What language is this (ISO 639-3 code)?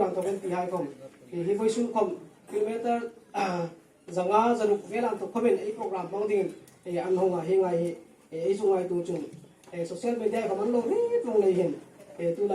hmr